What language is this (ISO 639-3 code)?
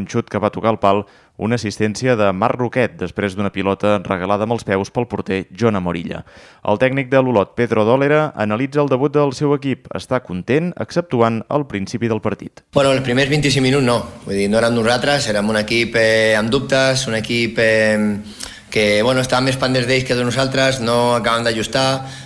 cat